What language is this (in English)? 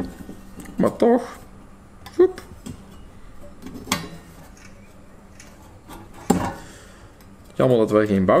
Dutch